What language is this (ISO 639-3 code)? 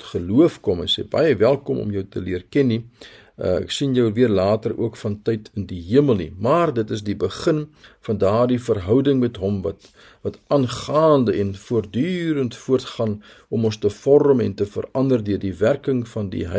afr